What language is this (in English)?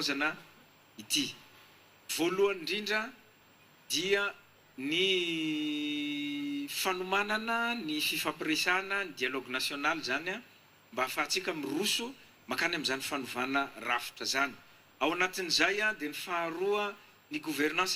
Malagasy